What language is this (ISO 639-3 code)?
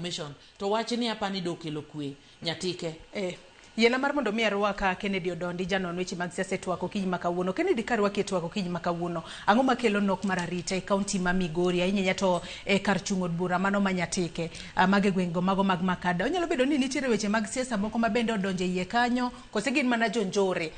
luo